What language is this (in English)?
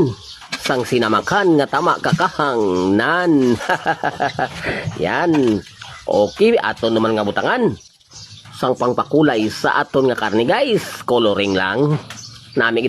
Cebuano